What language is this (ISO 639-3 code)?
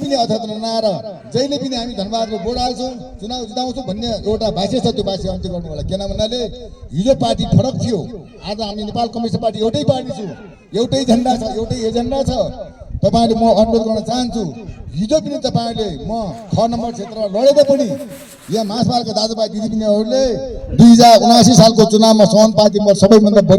nep